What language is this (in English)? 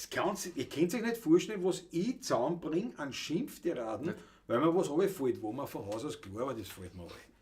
Bavarian